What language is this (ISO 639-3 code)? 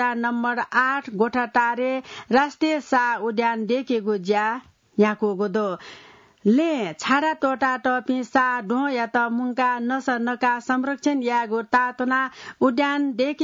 new